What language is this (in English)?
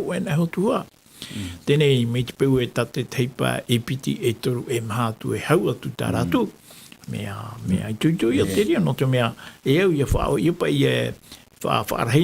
Tahitian